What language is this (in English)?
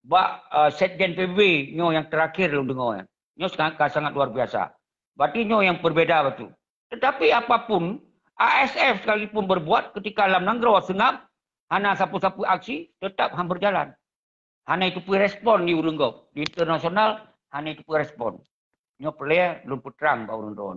Achinese